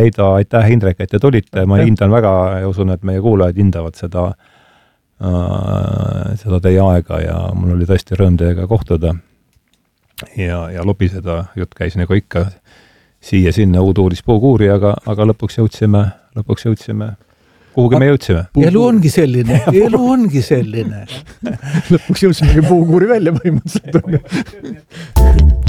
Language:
Estonian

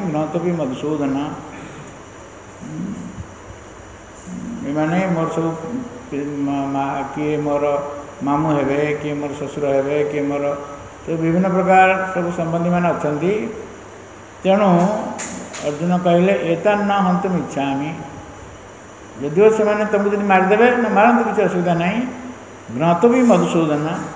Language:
Odia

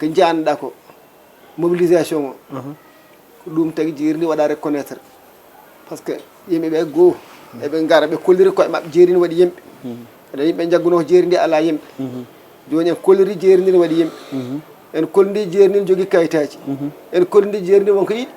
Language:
Fula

